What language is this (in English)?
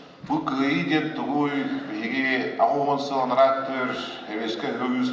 Yakut